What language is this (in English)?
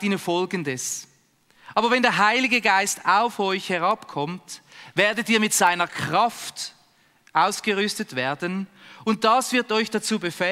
Swiss German